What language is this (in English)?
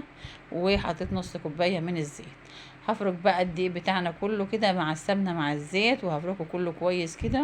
Egyptian Arabic